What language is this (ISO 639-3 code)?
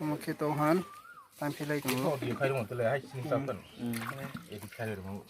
trp